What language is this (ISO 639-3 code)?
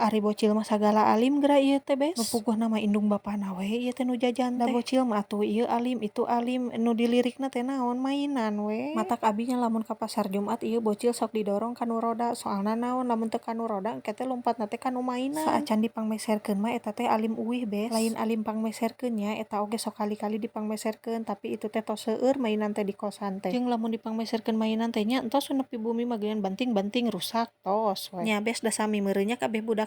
sun